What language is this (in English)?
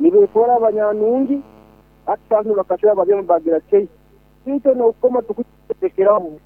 Nyoro